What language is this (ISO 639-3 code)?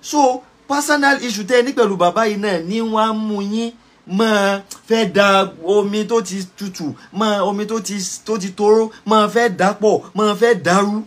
yor